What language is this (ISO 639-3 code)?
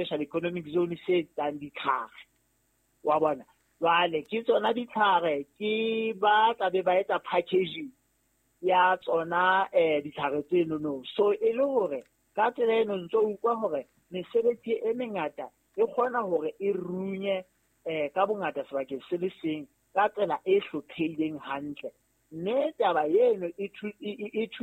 sot